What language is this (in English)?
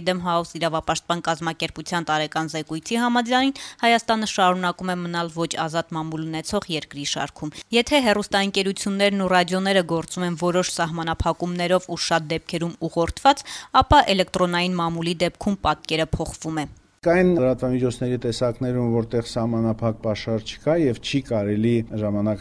Armenian